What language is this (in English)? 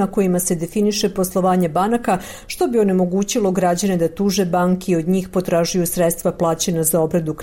Serbian